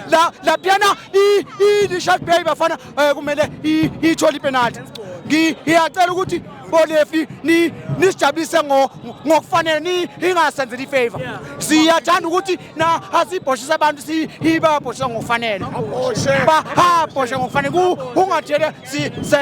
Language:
Zulu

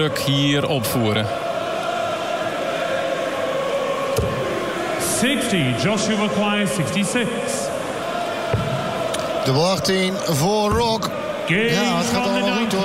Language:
Dutch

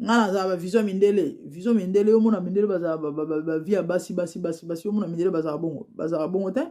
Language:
Lingala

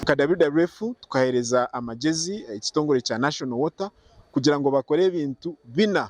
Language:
Nyankole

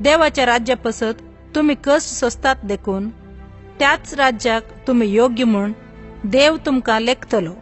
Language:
Konkani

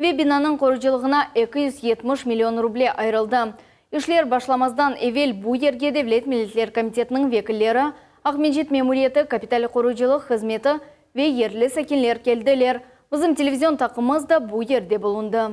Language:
Crimean Tatar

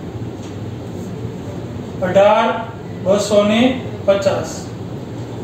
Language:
Gujarati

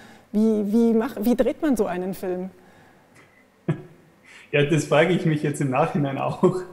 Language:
German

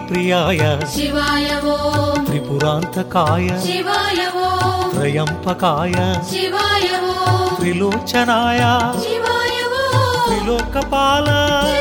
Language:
Telugu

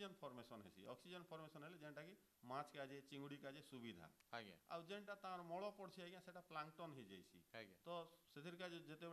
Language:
Odia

